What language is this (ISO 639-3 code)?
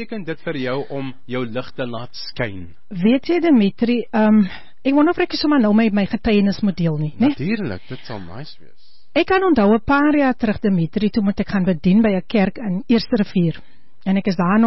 afr